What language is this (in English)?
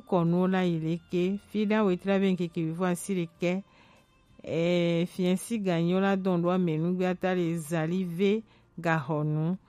Gen